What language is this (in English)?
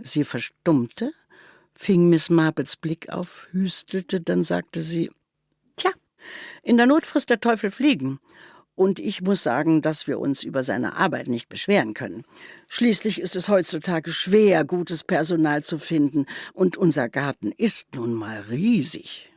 Swiss German